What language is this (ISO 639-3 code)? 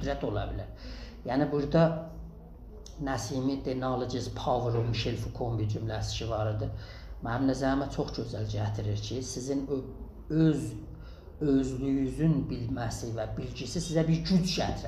azb